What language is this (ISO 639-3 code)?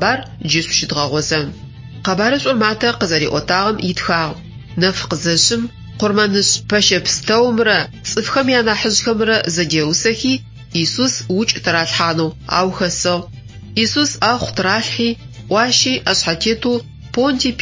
ady